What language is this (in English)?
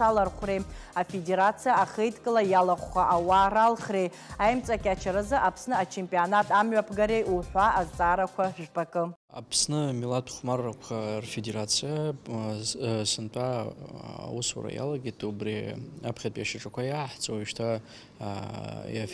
Abkhazian